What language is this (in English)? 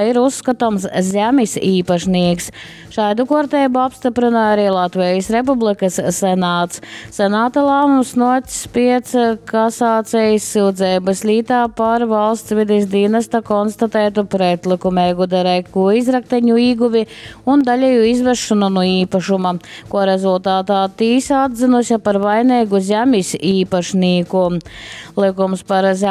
Latgalian